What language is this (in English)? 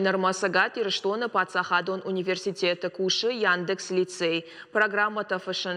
Ossetic